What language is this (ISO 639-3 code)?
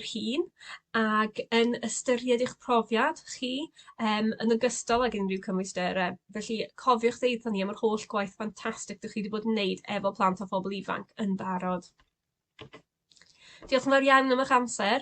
cym